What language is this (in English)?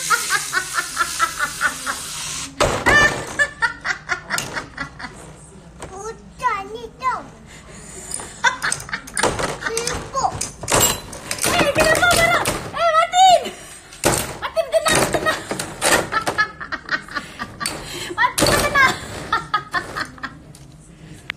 Malay